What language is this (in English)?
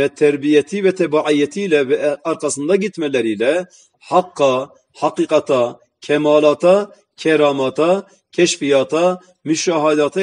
Turkish